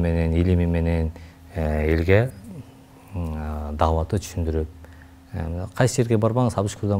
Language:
Kyrgyz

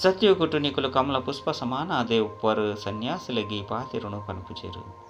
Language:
Tulu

